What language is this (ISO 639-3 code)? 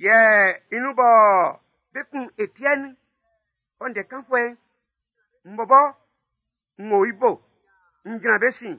bci